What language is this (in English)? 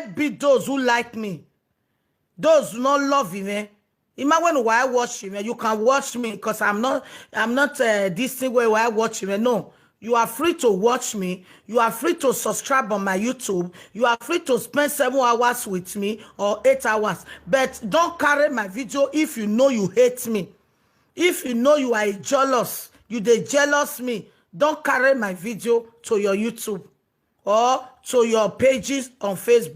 Nigerian Pidgin